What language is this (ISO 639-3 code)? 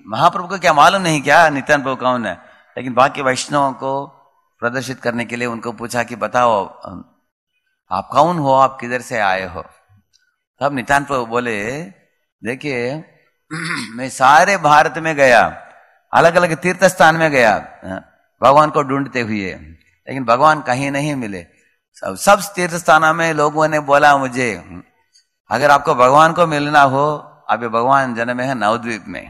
hin